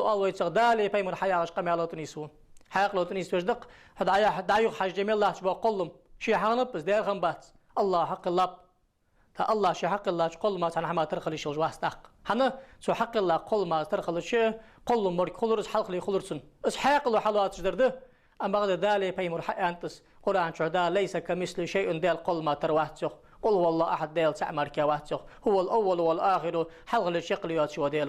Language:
Ingush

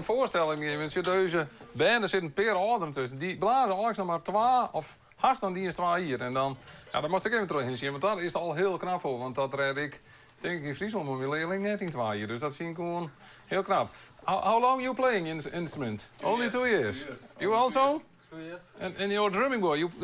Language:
Western Frisian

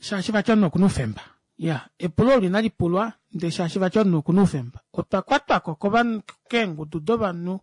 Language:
Kuanyama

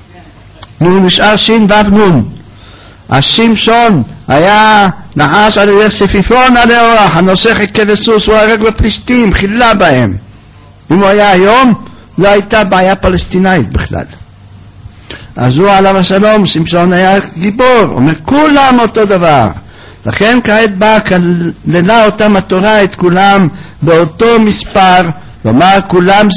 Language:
Hebrew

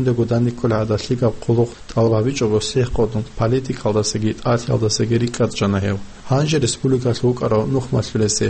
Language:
Avaric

